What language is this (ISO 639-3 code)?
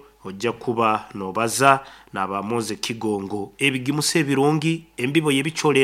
nyo